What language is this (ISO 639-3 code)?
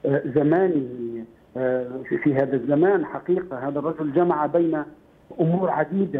ara